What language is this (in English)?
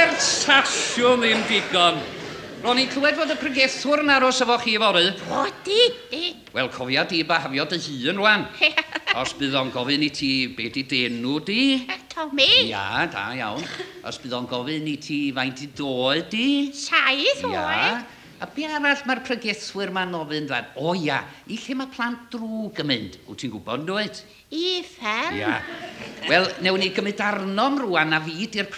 Welsh